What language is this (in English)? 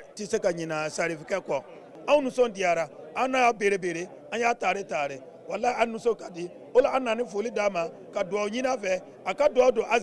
Bambara